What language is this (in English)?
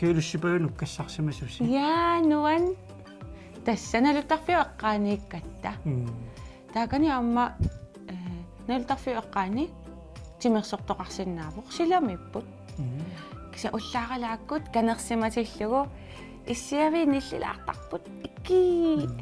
Kalaallisut